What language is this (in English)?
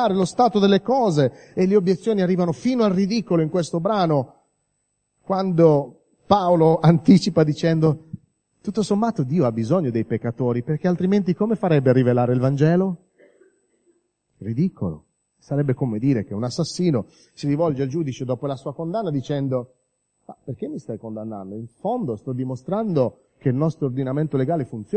Italian